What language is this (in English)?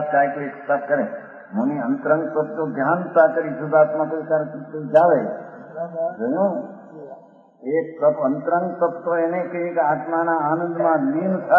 Gujarati